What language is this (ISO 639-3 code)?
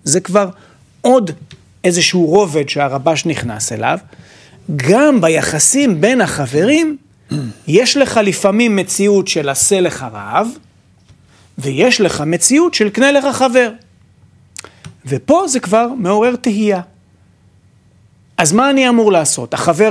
heb